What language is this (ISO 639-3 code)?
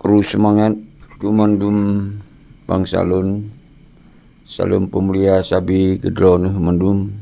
ace